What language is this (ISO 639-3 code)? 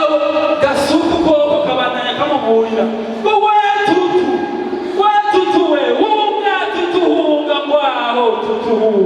run